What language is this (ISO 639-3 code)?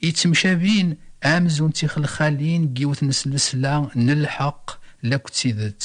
kab